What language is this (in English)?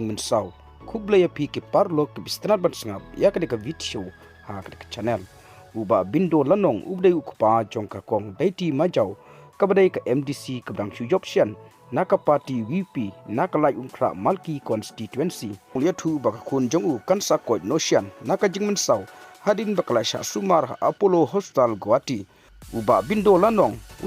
Khasi